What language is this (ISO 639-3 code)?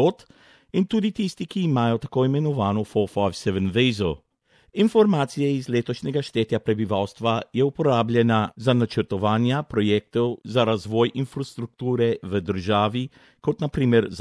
slv